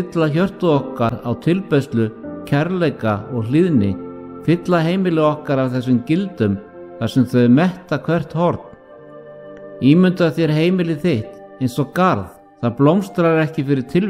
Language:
Icelandic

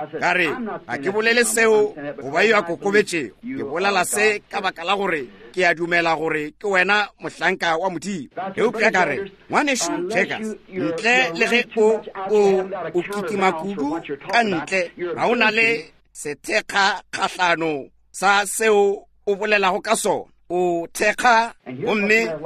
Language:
Northern Sotho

